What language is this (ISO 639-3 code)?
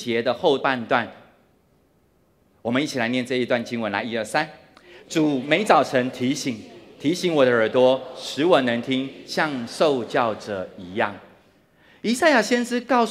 zho